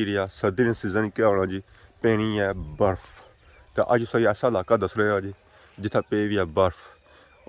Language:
Pahari-Potwari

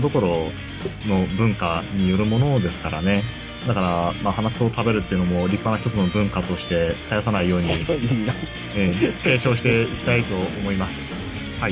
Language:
Japanese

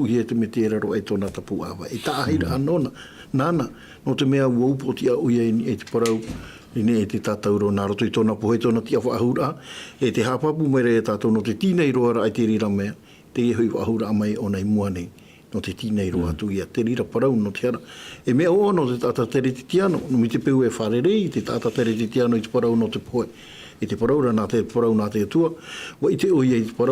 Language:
Tahitian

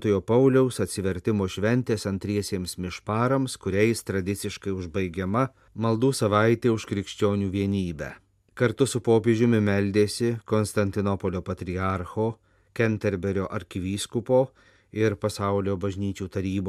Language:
Lithuanian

